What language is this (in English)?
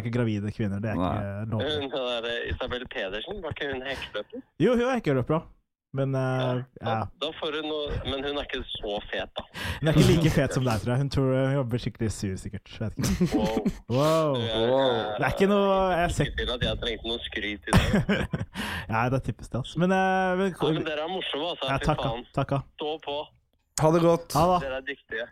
Norwegian